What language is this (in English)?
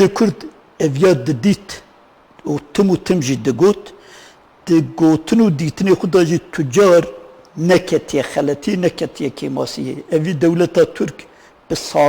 Kurdish